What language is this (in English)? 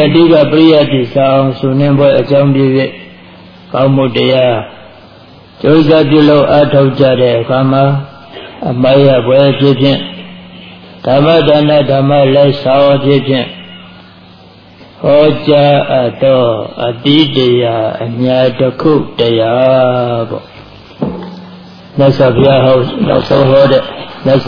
Burmese